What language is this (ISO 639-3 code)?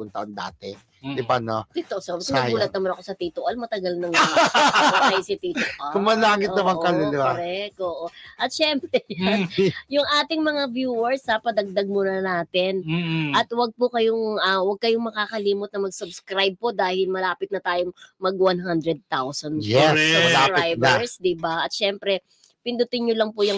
fil